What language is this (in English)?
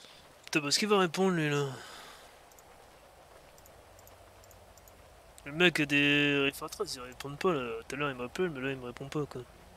French